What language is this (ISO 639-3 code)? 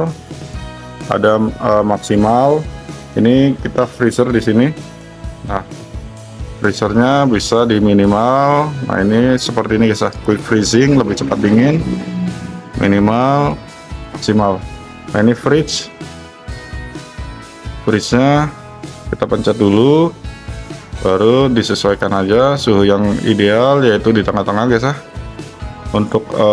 ind